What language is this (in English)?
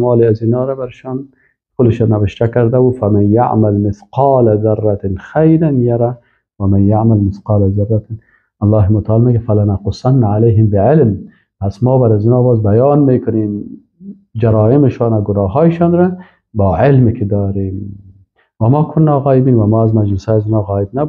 Persian